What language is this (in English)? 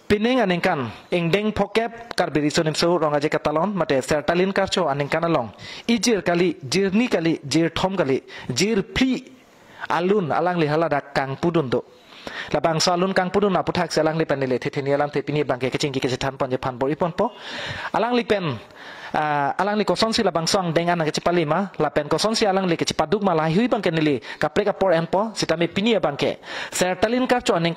Karbi